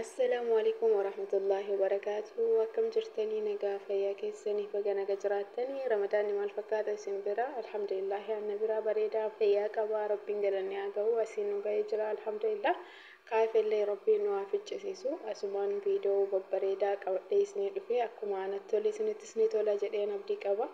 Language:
Oromo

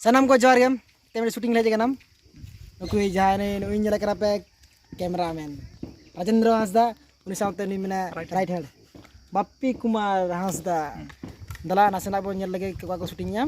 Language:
Santali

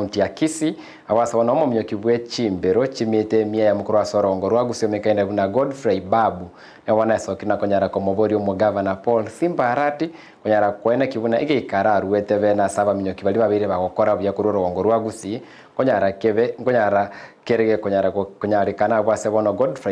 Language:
Gusii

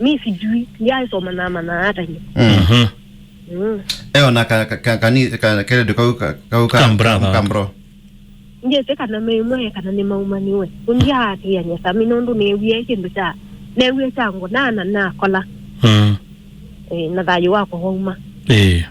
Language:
Kamba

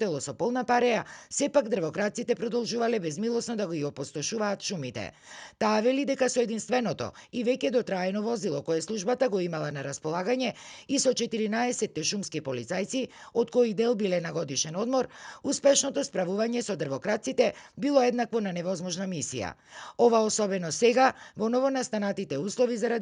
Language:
Macedonian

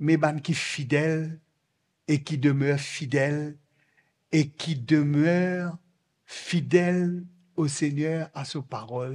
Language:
Morisyen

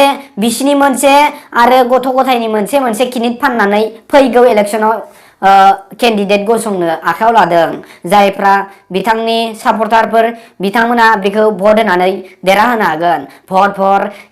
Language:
Bodo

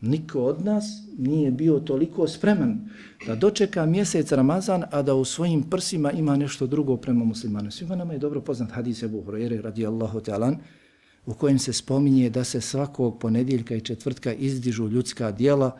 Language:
Bosnian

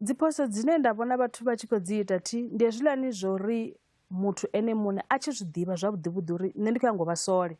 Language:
Venda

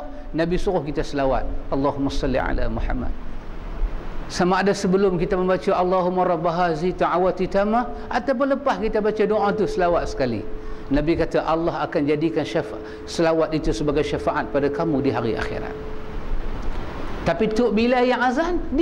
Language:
Malay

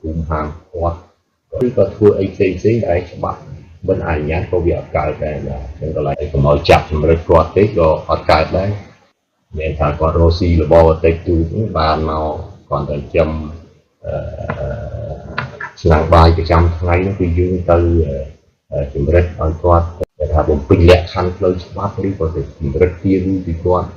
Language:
Khmer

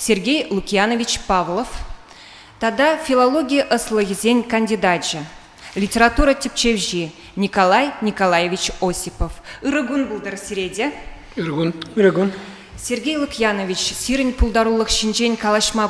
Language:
Chuvash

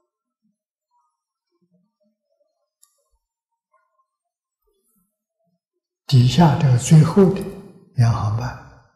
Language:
Chinese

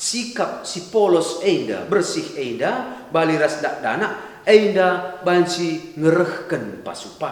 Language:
Batak Karo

